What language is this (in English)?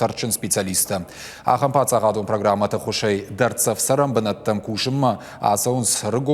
Ossetic